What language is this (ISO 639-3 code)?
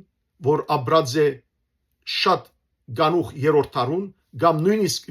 hyw